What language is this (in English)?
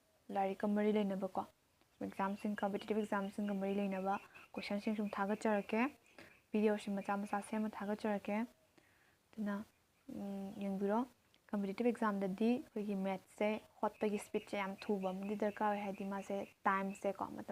Manipuri